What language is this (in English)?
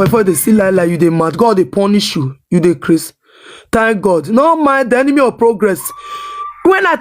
Nigerian Pidgin